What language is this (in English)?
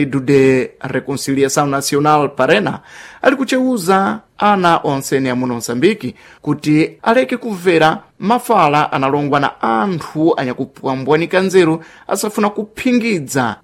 Sena